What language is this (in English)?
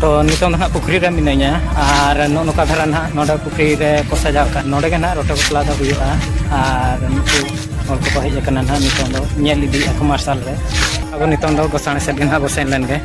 Santali